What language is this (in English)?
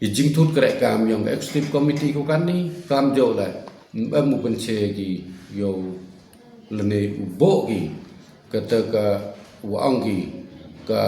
Khasi